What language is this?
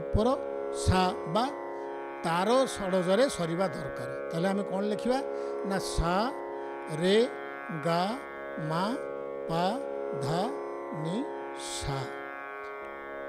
Odia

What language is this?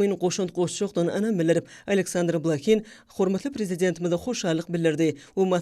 Turkmen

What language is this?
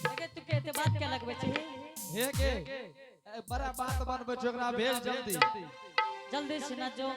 Angika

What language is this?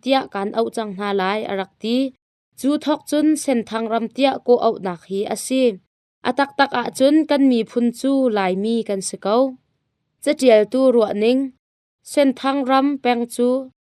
Hakha Chin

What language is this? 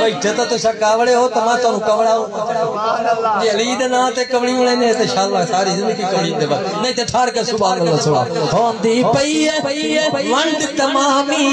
Saraiki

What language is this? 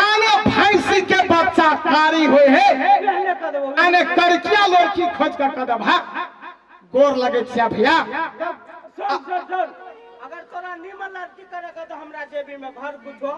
Maithili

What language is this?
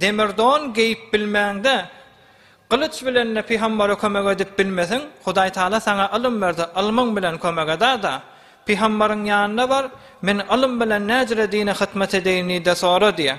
Turkmen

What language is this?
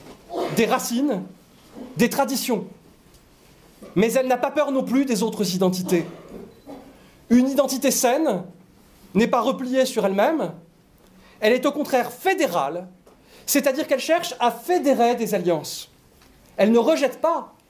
French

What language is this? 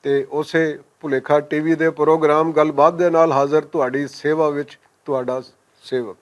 Western Panjabi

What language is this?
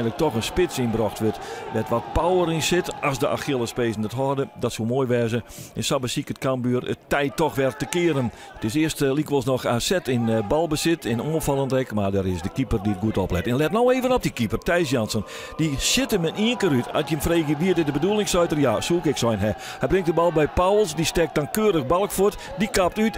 Western Frisian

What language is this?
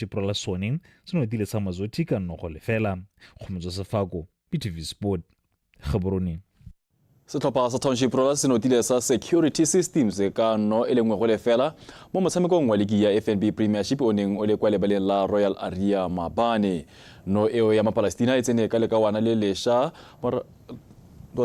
Tswana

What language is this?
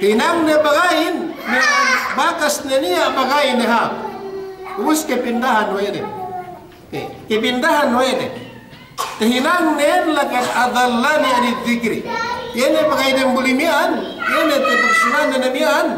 Yakan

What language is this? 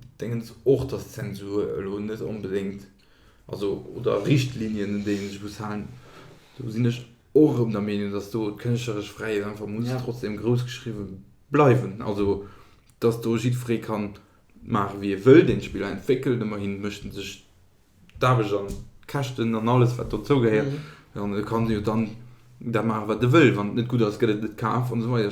Luxembourgish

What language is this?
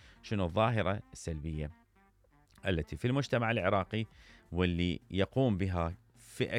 Mesopotamian Arabic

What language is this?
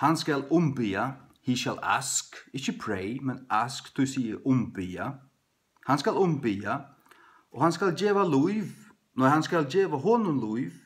Faroese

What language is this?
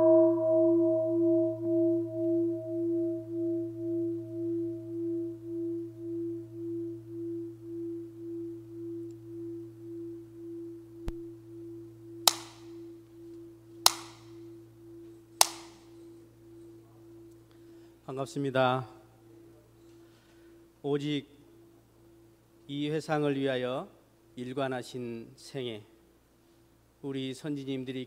Korean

